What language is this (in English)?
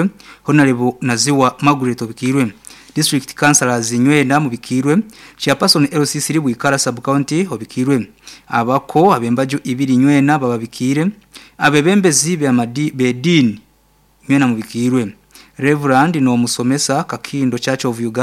Nyankole